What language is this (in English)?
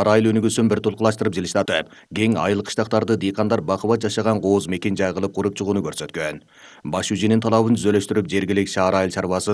Kyrgyz